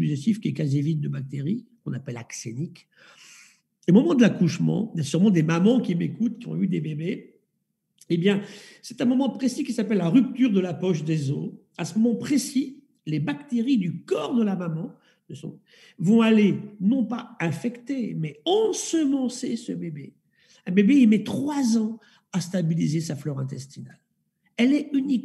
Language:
French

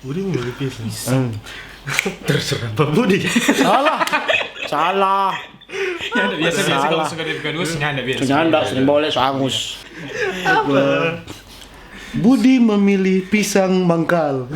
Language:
Manado Malay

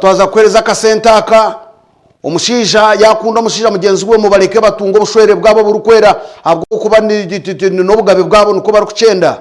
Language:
Nyankole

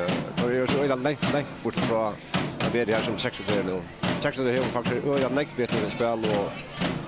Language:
Faroese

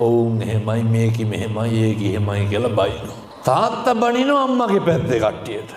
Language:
Sinhala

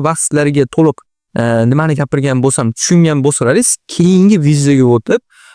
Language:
Uzbek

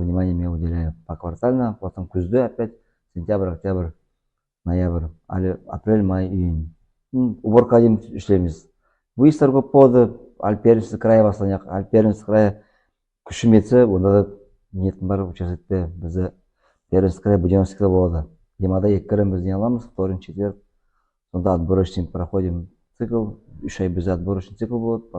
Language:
Nogai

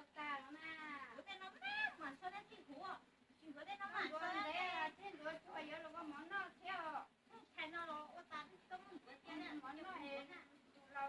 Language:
Hmong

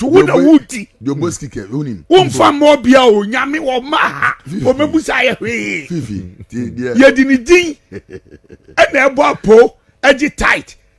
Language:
Akan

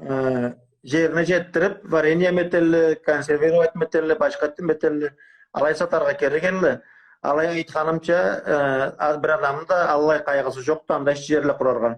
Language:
Karachay-Balkar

